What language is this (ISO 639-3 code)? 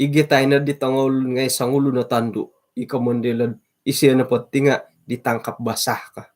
dtp